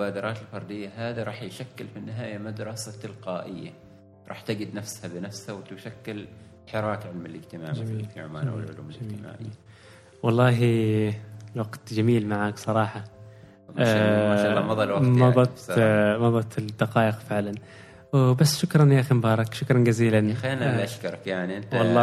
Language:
Gulf Arabic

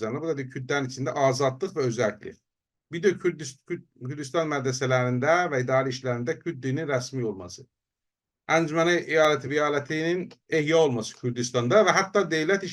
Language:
South Azerbaijani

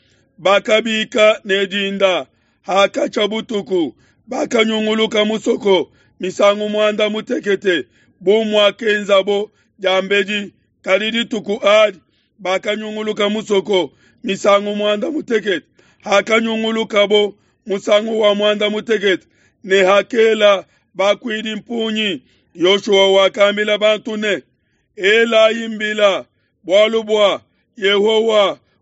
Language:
Luba-Lulua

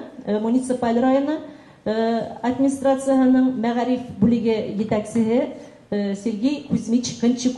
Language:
Bashkir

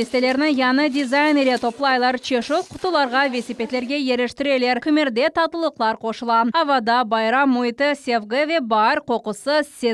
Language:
Crimean Tatar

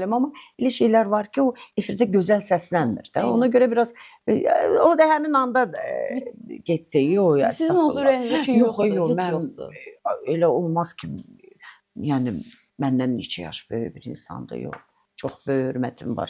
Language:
Azerbaijani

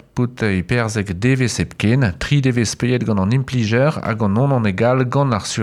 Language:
Breton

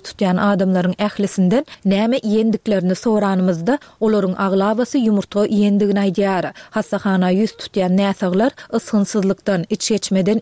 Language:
Turkmen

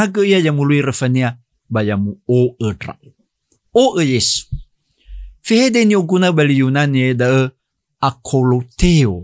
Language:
Nias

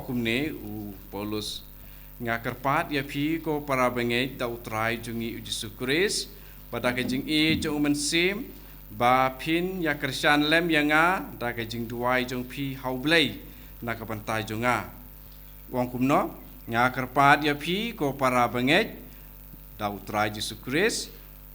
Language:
Khasi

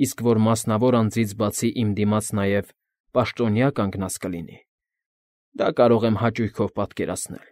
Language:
Armenian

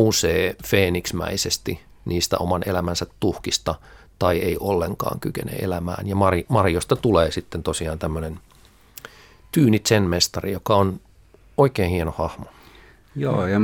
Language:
Finnish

